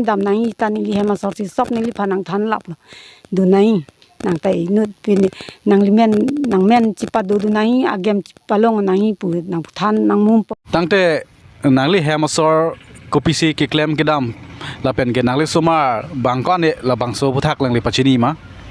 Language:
Karbi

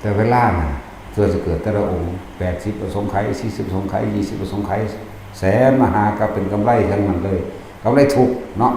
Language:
Northeastern Thai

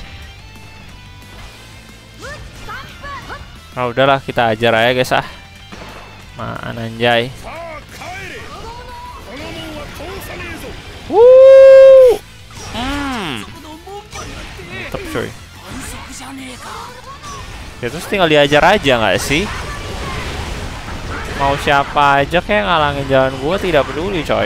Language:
Indonesian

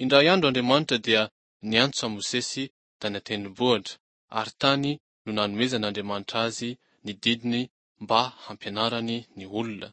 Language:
Malagasy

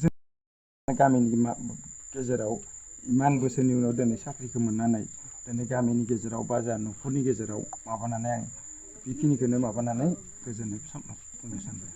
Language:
Bodo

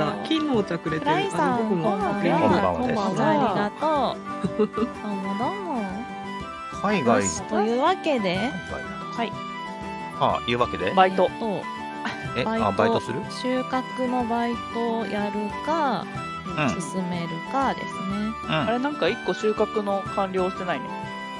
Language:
Japanese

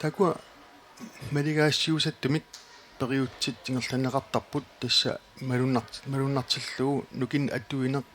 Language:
Kalaallisut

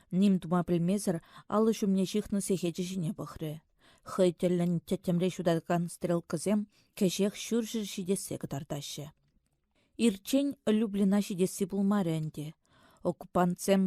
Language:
Chuvash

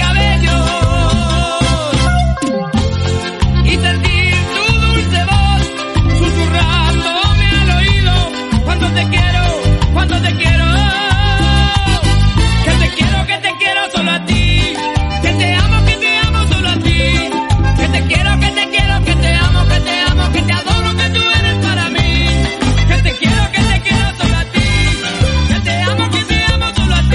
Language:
Spanish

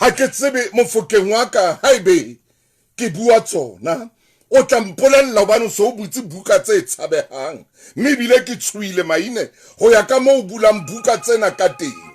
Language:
Southern Sotho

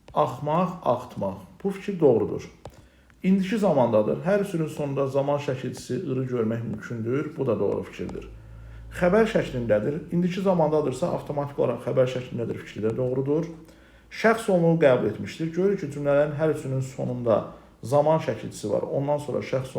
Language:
Azerbaijani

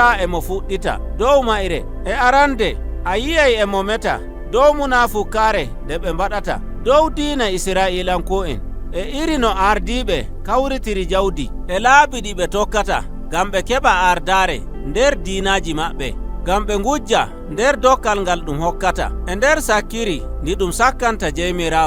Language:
Nigerian Fulfulde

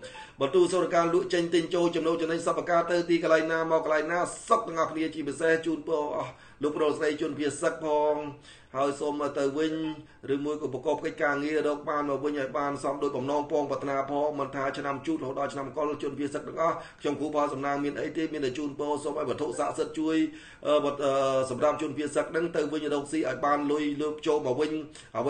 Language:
Khmer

